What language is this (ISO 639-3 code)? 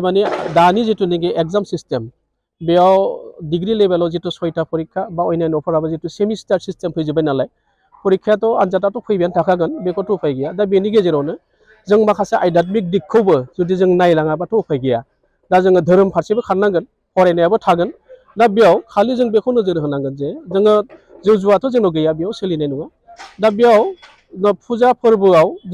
brx